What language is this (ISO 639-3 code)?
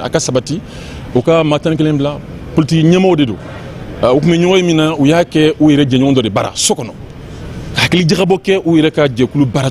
bam